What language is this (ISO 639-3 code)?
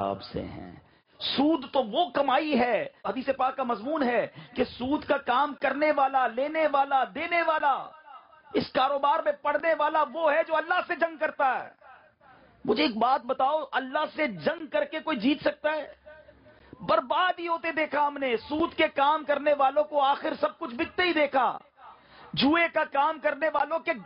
urd